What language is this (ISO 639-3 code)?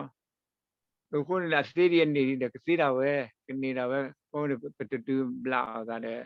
ksw